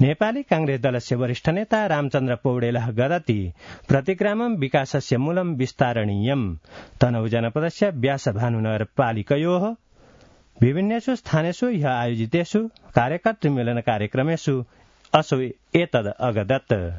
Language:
Sanskrit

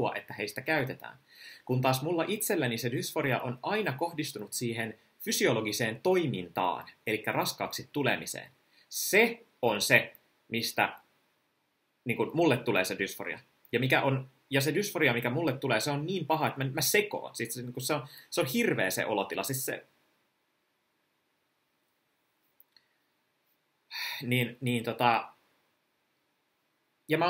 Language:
Finnish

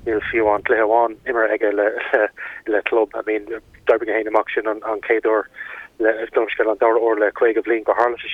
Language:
Irish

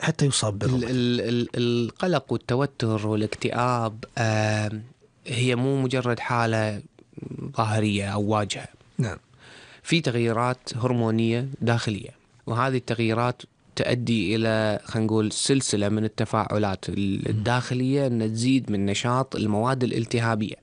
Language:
Gulf Arabic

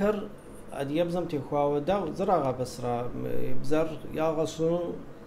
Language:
Kabardian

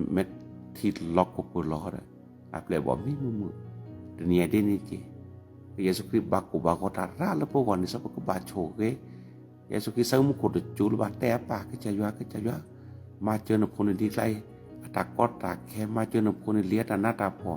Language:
S'gaw Karen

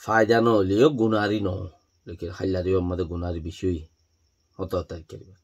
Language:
Rohingya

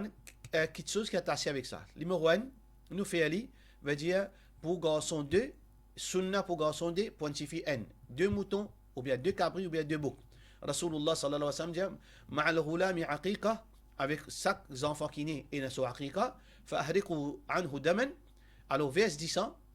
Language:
Morisyen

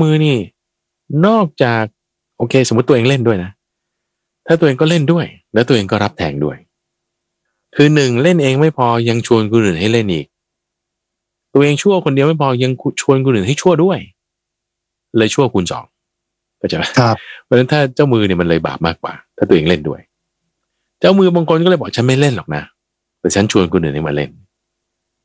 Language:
Thai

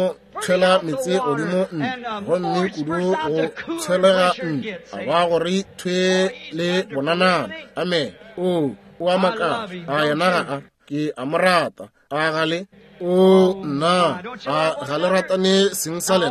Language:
Northern Sotho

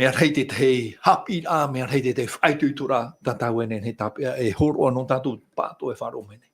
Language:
Tahitian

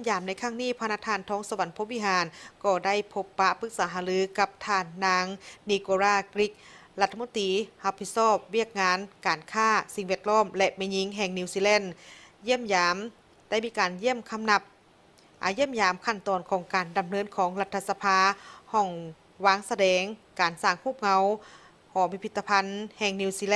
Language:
Lao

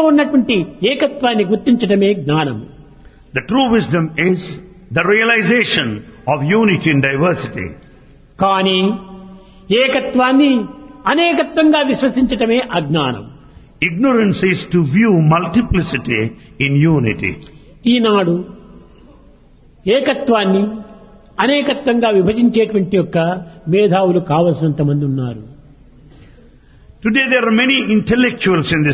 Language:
Telugu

